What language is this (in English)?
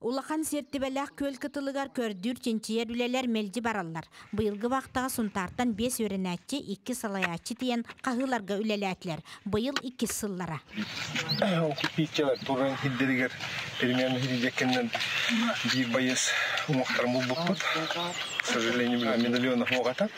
Yakut